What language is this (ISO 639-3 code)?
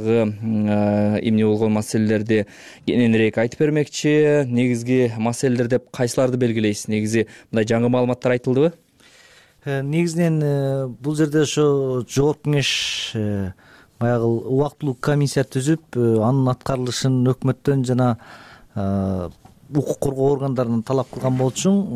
kir